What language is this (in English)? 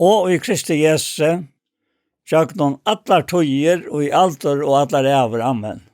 Faroese